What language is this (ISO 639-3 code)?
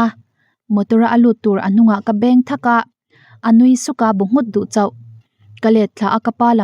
lus